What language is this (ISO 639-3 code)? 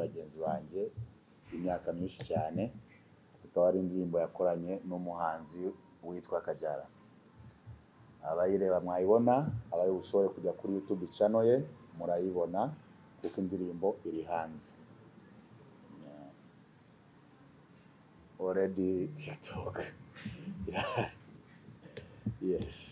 kin